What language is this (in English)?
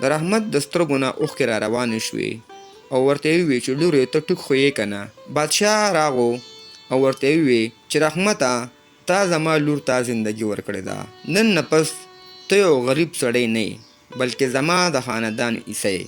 Pashto